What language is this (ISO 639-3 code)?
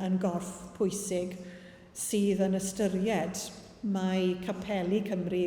cym